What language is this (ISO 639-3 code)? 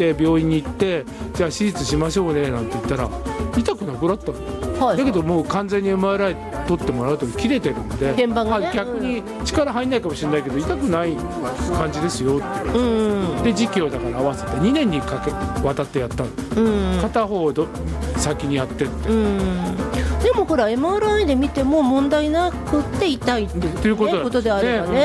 jpn